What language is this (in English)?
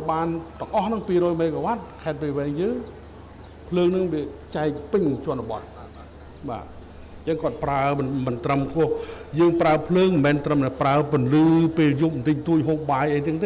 Khmer